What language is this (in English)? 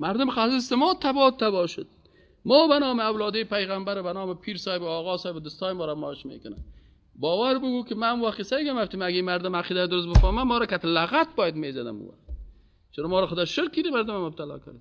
Persian